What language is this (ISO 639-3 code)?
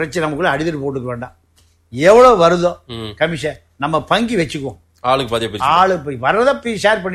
tam